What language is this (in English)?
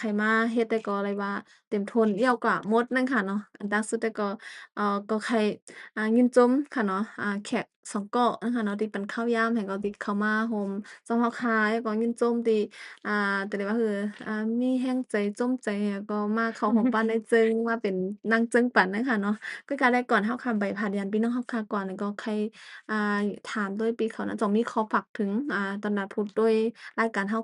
Shan